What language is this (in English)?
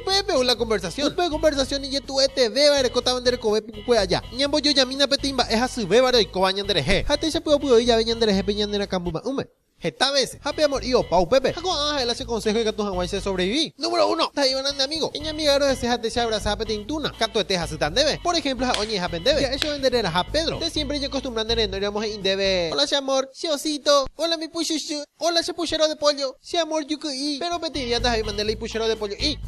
Guarani